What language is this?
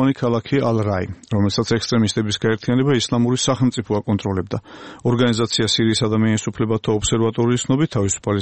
Georgian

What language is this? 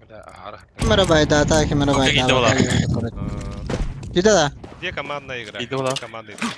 Yakut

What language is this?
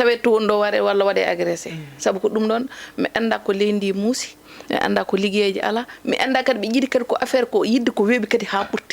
Fula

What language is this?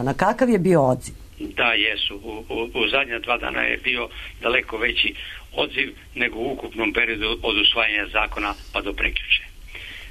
Serbian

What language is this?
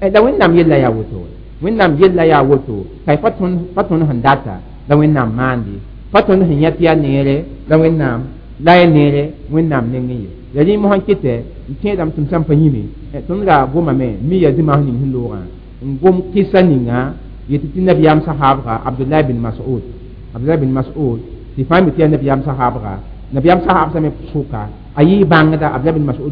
Mossi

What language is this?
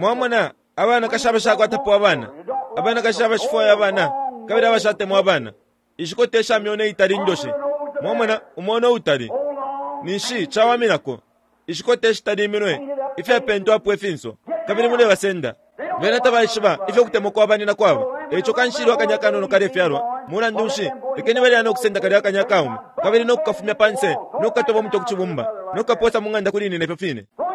Bemba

